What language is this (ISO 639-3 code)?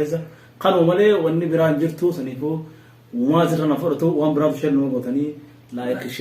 orm